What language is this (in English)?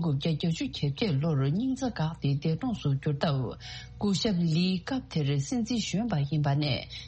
Tibetan